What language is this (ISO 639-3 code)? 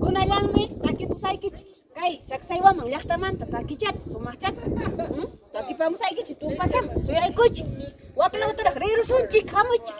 quy